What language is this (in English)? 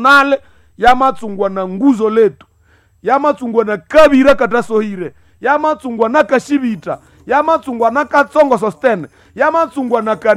Nande